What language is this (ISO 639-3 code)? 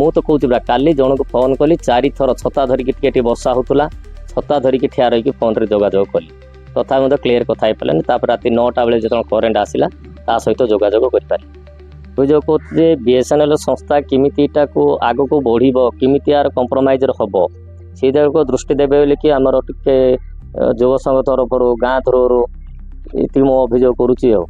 ori